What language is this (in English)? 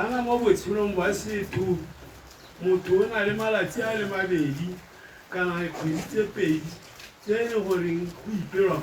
Tswana